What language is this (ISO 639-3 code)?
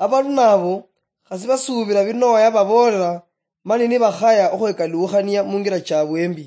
luy